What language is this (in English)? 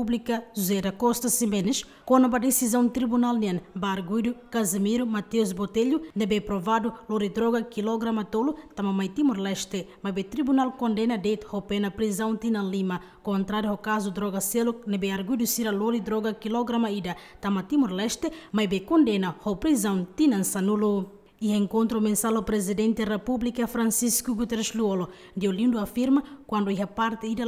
Tetum